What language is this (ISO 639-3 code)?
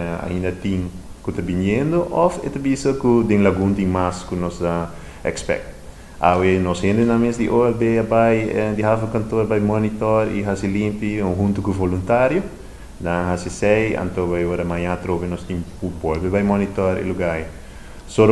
pap